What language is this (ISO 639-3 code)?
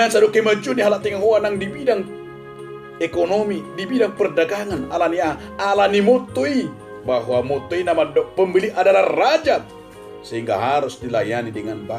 bbc